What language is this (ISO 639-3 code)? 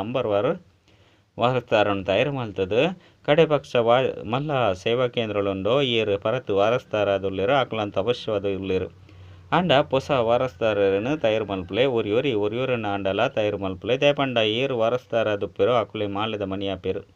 tcy